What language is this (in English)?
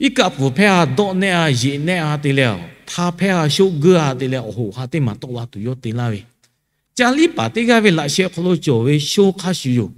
Lahu